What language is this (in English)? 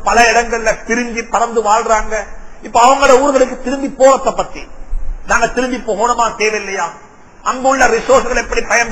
Tamil